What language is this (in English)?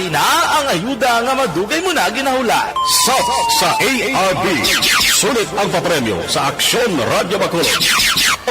Hiligaynon